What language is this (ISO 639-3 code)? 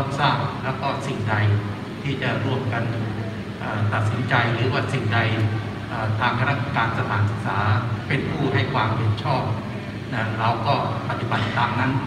tha